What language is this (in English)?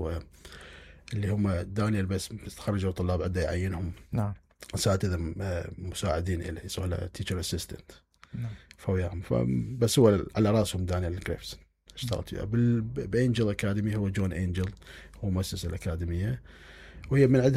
Mesopotamian Arabic